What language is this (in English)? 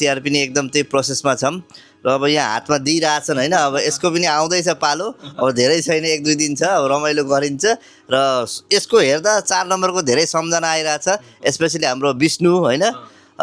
Nepali